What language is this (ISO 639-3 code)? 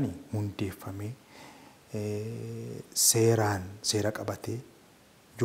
orm